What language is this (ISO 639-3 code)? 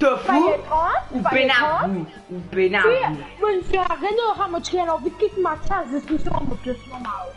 mfe